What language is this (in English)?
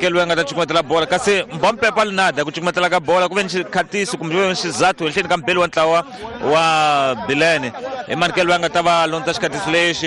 Tsonga